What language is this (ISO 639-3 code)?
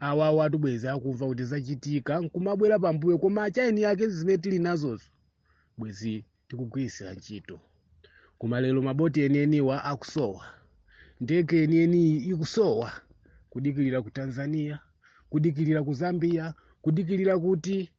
nya